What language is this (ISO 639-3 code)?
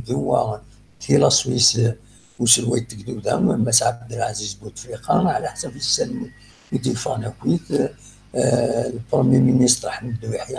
kab